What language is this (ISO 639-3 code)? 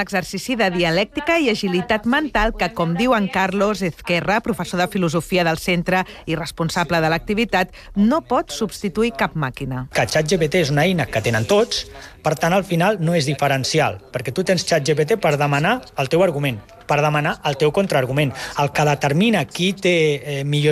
cat